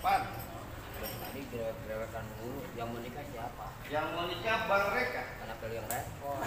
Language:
Betawi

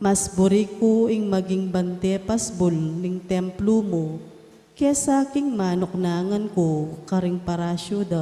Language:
Pampanga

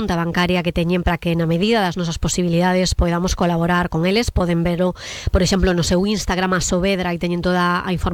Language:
Galician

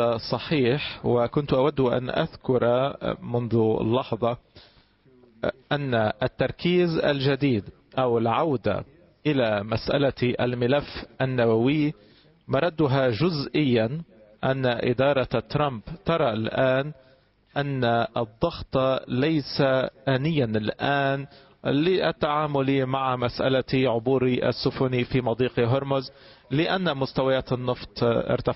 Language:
Arabic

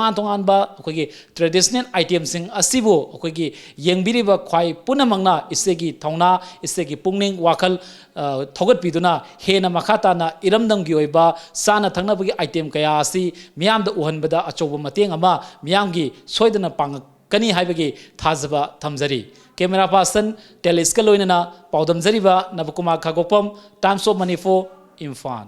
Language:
Manipuri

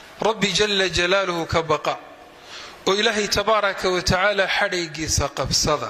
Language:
Somali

